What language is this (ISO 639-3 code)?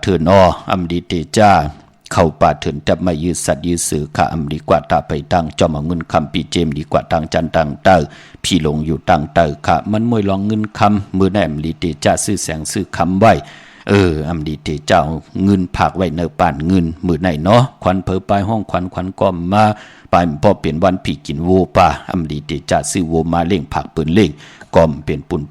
shn